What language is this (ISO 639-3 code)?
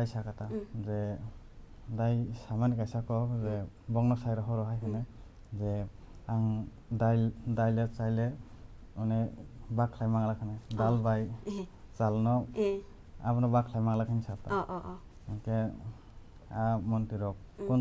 trp